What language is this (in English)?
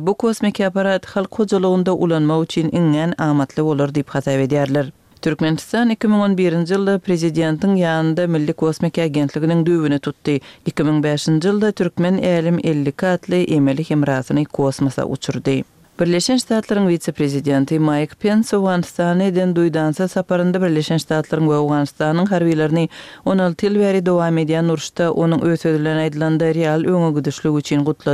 Turkmen